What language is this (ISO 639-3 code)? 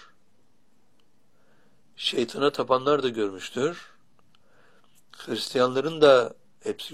tur